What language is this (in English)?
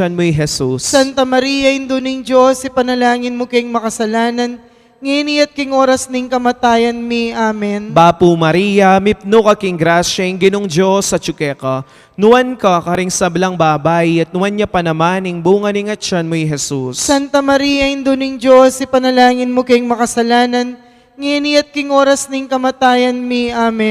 Pampanga